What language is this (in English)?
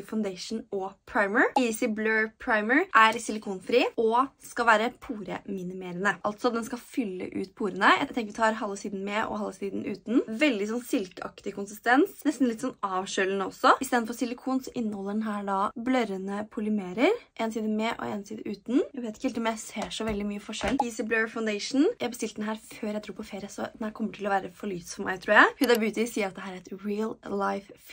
Norwegian